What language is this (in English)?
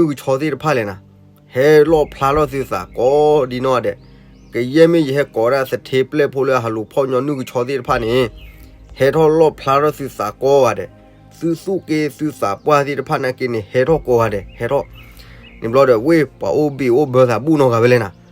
S'gaw Karen